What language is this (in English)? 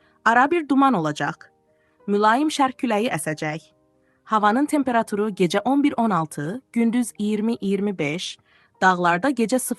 Azerbaijani